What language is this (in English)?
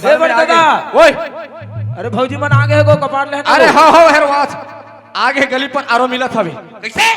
Chhattisgarhi